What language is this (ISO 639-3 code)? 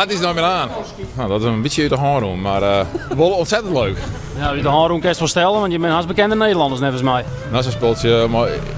fry